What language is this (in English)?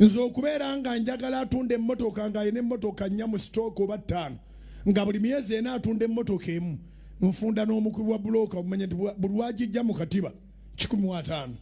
Ganda